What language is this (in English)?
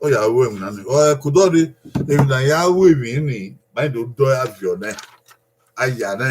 Bini